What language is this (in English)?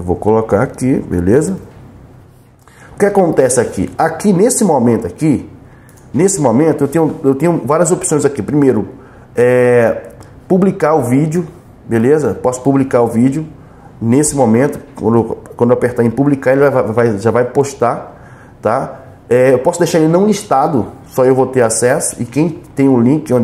Portuguese